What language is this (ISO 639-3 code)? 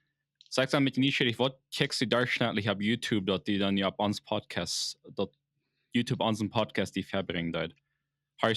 pdt